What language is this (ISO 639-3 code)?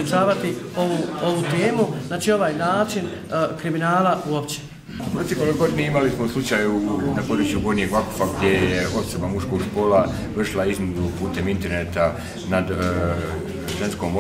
bos